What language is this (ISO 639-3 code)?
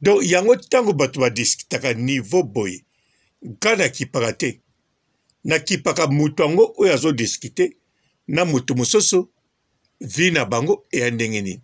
lin